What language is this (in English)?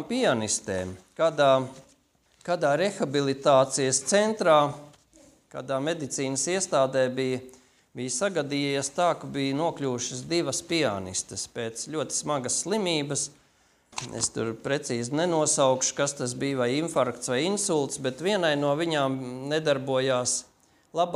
Latvian